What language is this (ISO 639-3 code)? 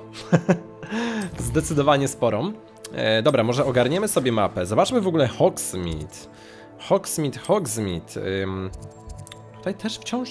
pol